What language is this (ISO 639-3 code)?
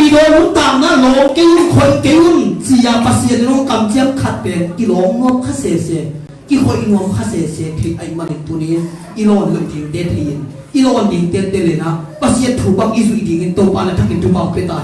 ctd